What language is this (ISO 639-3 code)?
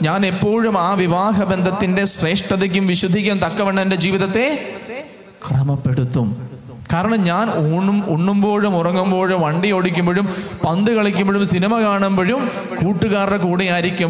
mal